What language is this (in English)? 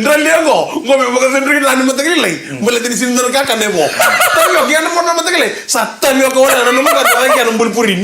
Fijian